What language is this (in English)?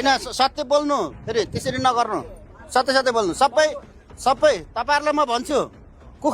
Nepali